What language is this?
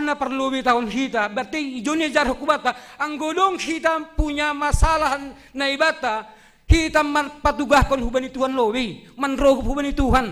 Batak Simalungun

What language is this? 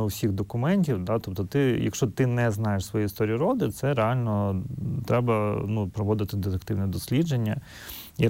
Ukrainian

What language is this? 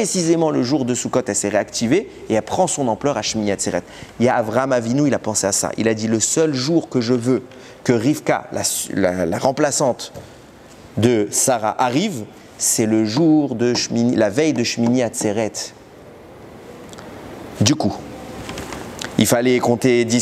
French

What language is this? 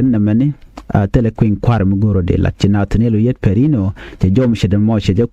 Nuer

